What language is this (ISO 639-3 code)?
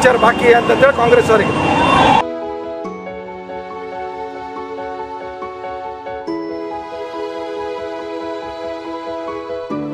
kan